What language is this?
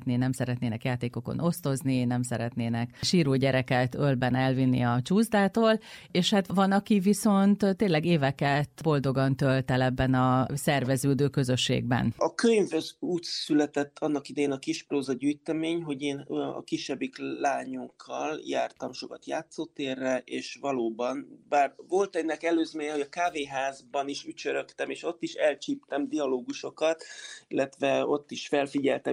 Hungarian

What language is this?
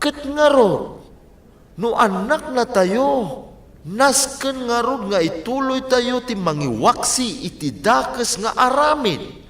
Iloko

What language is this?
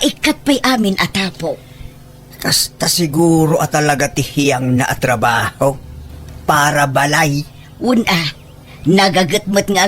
Iloko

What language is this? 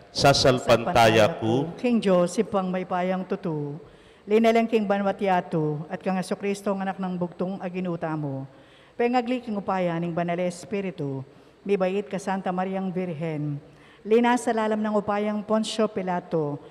Pampanga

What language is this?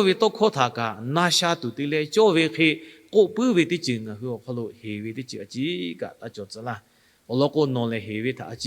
Lahu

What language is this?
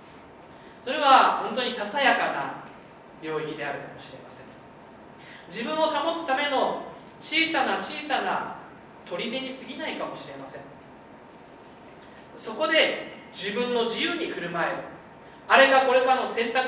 Japanese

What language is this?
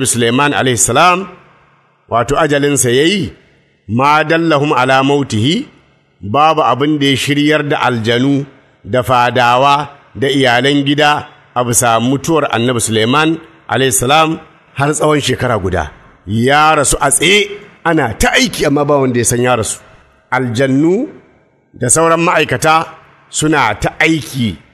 Hausa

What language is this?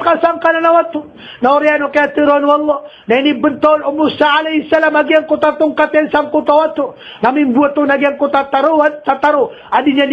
Maranao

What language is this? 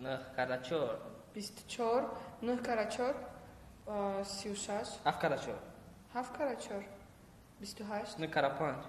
Tajik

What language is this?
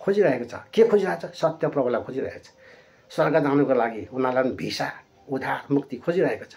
Nepali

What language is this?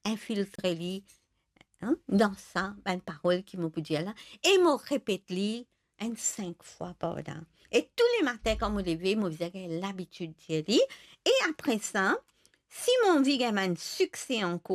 Morisyen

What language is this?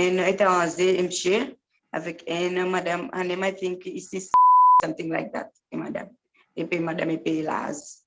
Seselwa Creole French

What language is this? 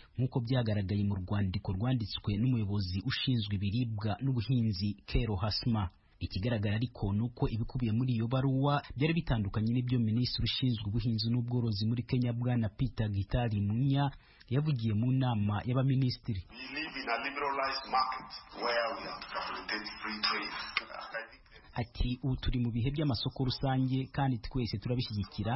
Kinyarwanda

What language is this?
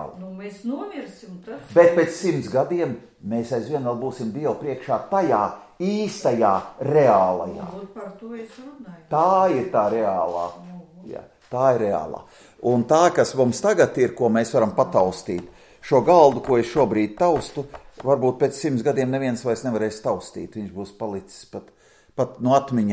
Latvian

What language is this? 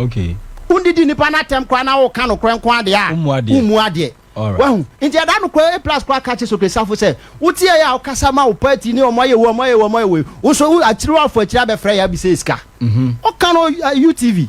Akan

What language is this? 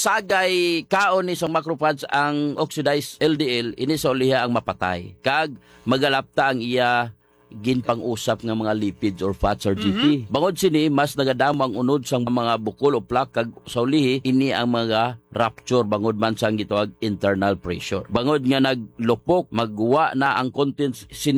Hiligaynon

